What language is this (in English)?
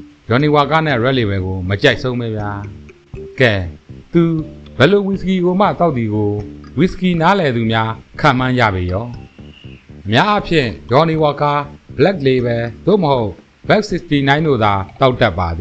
Burmese